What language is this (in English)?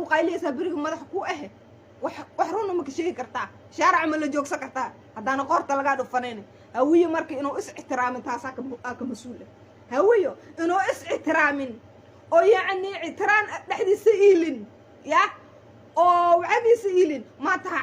Somali